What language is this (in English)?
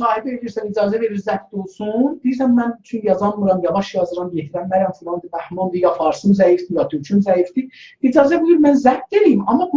South Azerbaijani